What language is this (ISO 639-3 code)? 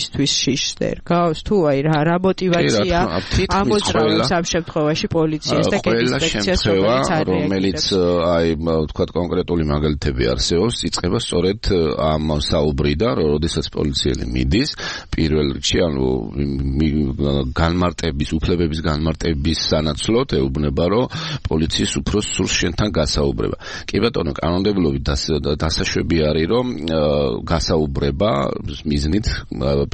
kat